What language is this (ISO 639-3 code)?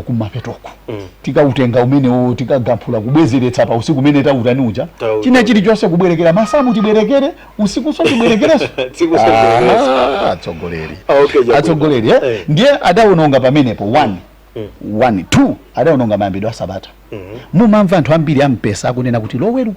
nya